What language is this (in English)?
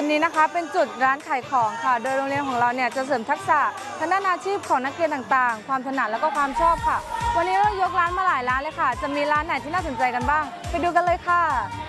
Thai